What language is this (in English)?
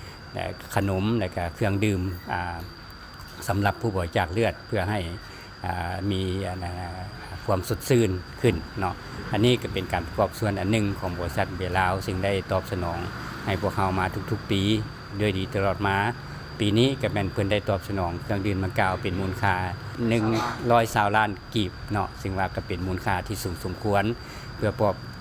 Lao